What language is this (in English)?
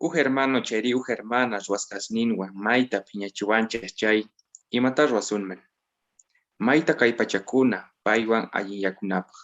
Quechua